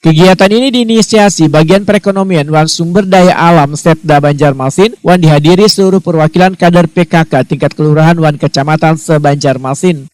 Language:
Banjar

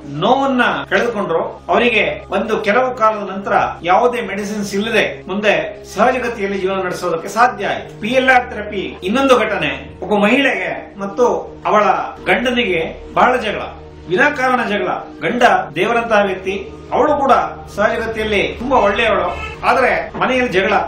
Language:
Kannada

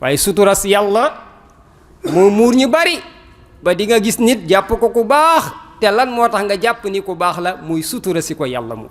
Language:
Wolof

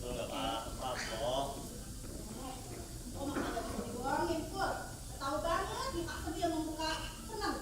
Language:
Betawi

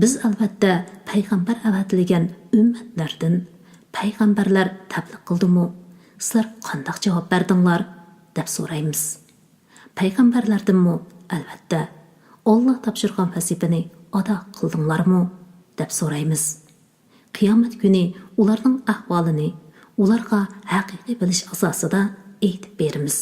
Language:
Uyghur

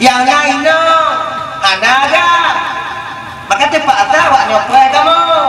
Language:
Achinese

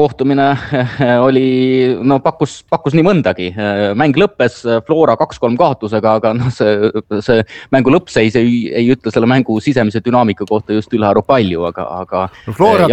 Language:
Estonian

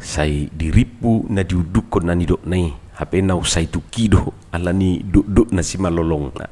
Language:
Batak Toba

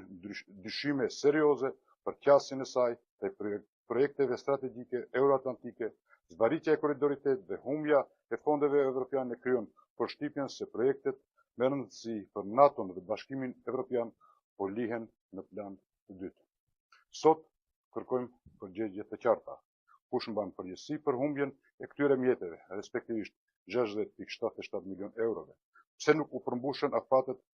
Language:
Albanian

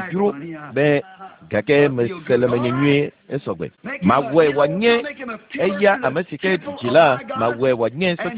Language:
Ewe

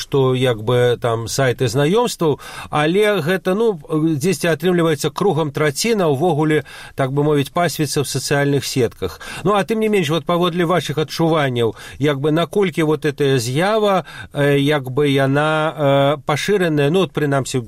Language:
Belarusian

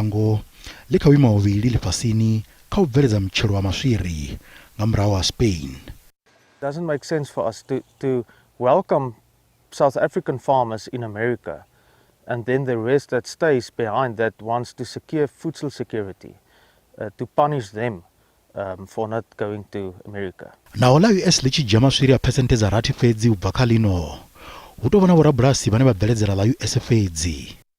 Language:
Venda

